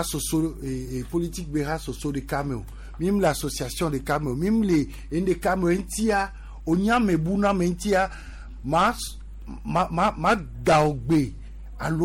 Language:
Gen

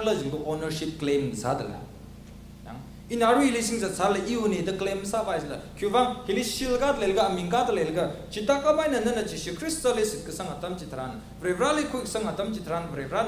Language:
Tangkhul Naga (India)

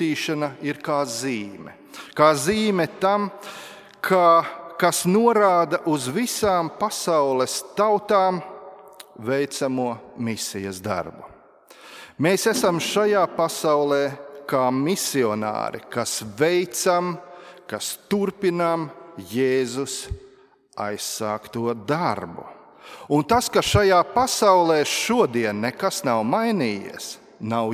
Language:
Latvian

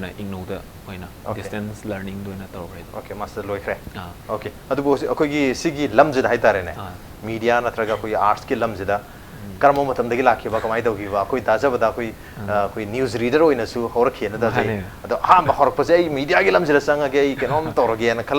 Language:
Manipuri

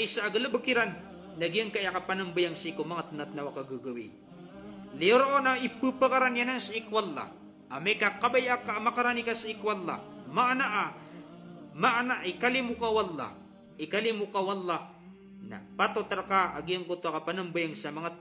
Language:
Maranao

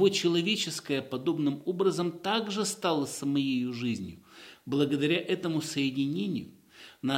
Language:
Russian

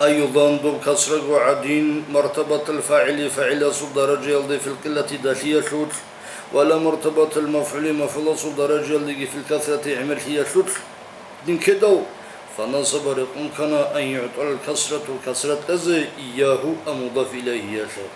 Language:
Avaric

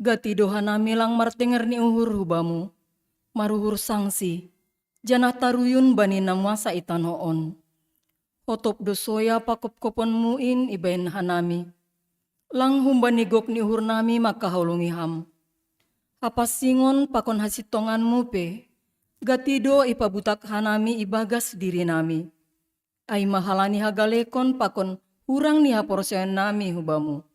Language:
Batak Simalungun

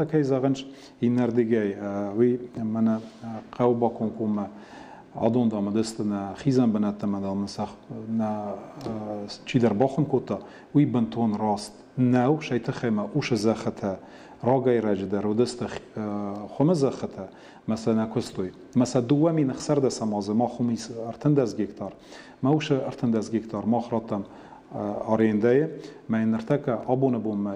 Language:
Ossetic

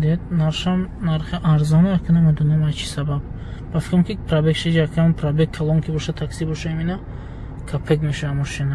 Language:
Tajik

